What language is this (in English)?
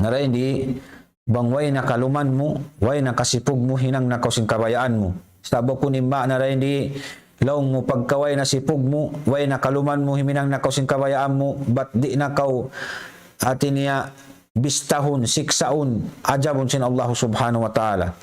Tausug